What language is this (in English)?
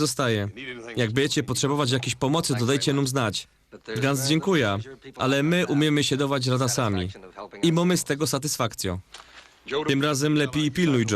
Silesian